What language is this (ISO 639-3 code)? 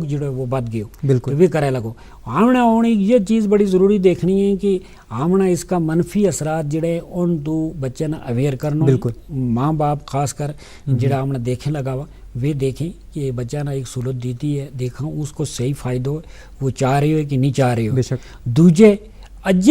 gju